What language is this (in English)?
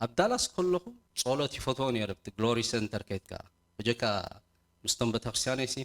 Tigrinya